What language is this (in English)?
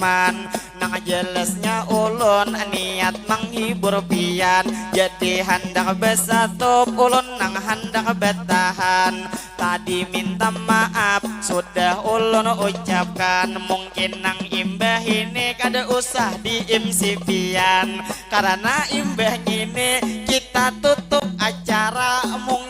Banjar